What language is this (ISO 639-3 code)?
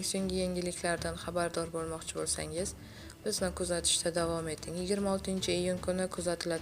uzb